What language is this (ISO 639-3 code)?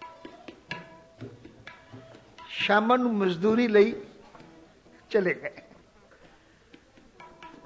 pan